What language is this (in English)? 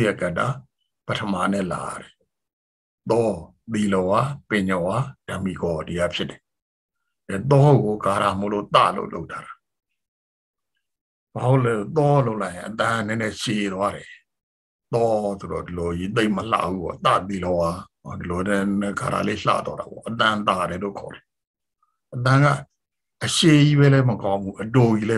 Burmese